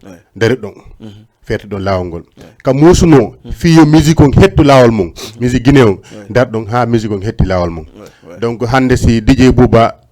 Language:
Fula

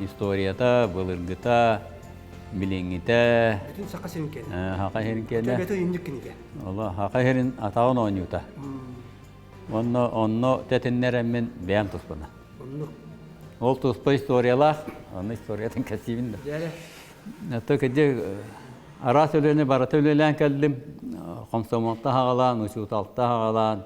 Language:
Yakut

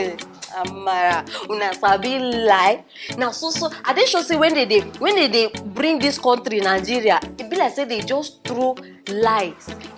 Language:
Nigerian Pidgin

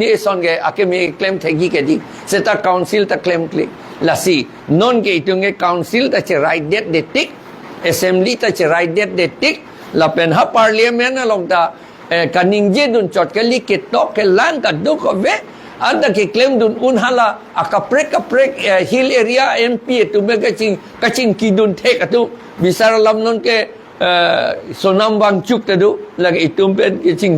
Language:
Karbi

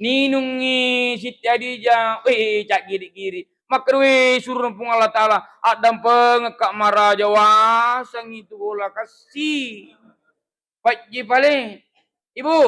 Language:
Buginese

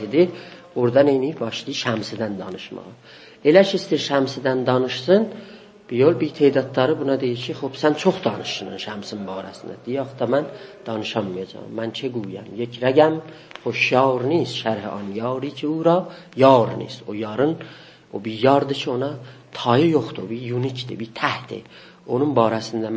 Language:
South Azerbaijani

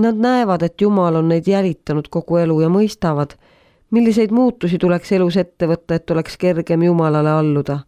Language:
Estonian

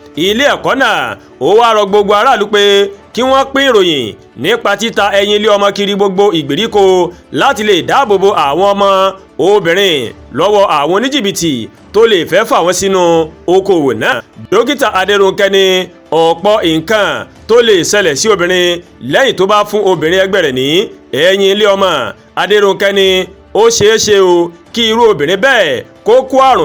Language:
Yoruba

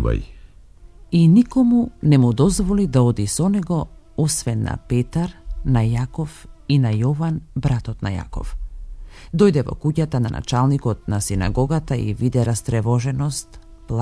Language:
Macedonian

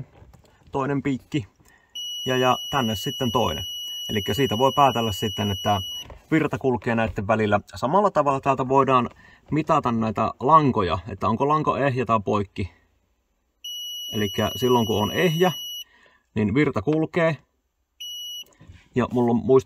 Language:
Finnish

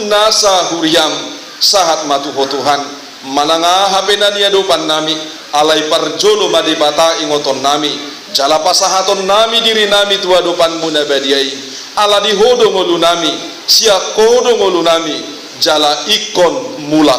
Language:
Batak Toba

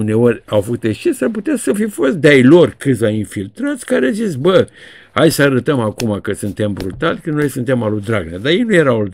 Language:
Romanian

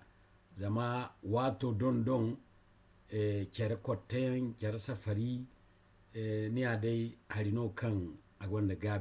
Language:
Zarma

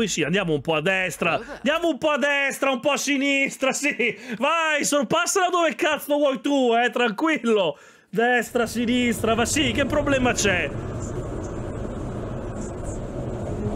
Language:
Italian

